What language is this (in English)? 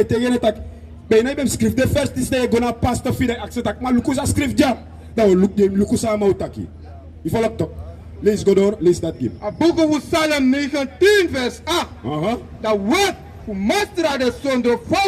Sranan Tongo